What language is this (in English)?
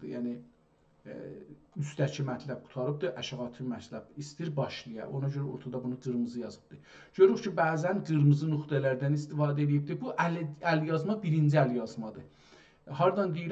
South Azerbaijani